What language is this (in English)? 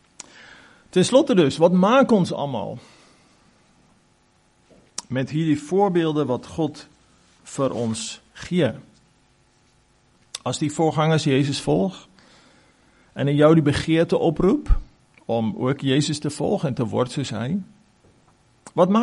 Afrikaans